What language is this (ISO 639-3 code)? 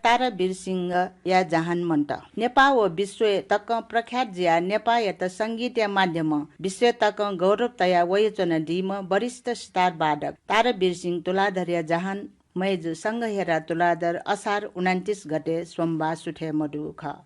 new